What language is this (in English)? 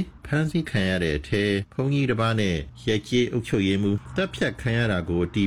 Burmese